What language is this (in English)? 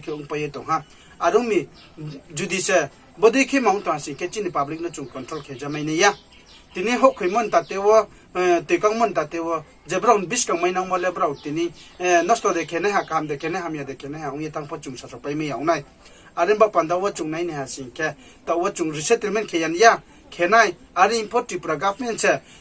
Riang (India)